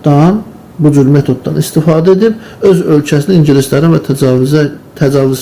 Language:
Azerbaijani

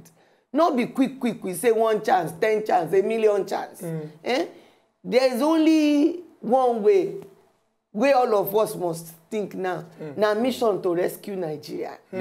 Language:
Nigerian Pidgin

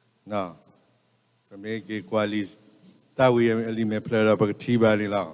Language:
S'gaw Karen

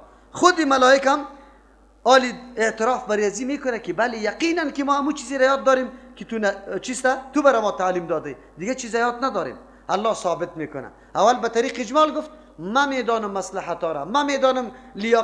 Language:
Persian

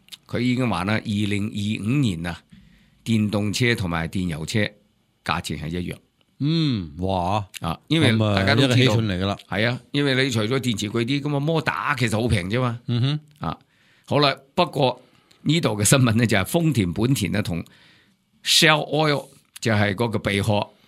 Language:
Cantonese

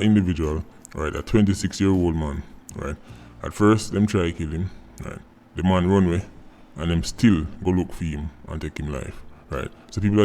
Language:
Jamaican Creole English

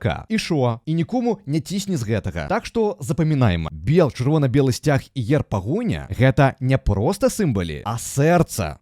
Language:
Belarusian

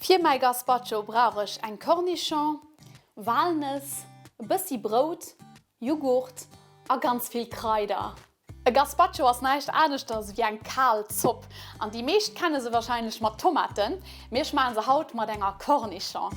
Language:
Luxembourgish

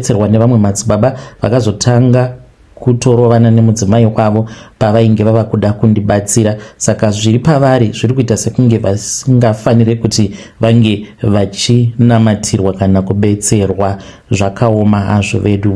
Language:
Shona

